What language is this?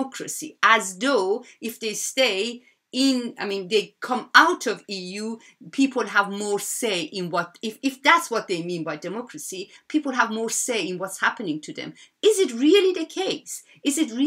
English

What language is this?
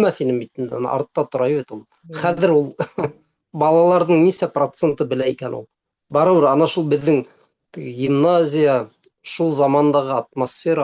Bashkir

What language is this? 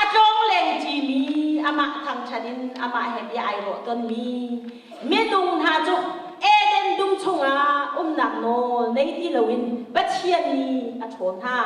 Hakha Chin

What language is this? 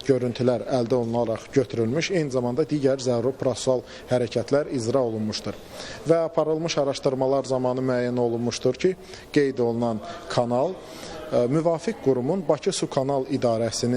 Azerbaijani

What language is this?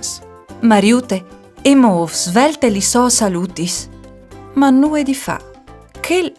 Friulian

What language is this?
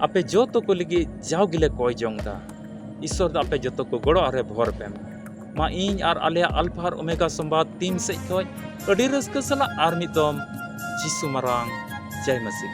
Santali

